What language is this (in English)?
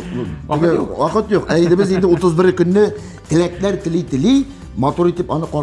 Tatar